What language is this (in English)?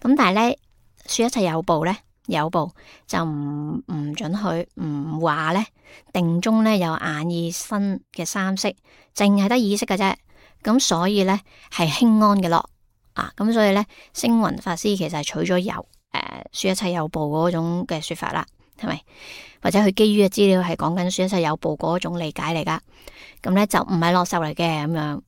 Cantonese